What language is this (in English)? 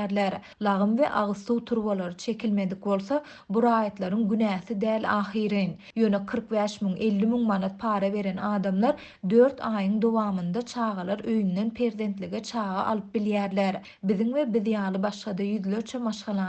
Turkmen